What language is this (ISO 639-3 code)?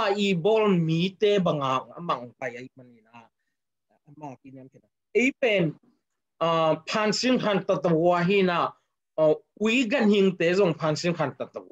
ctd